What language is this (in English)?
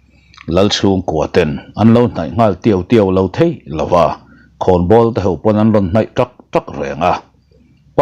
Mizo